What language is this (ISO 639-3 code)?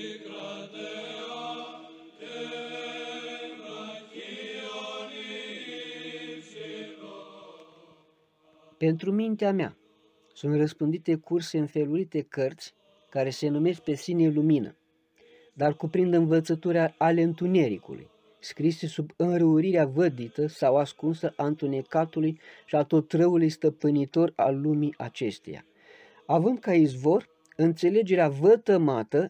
ron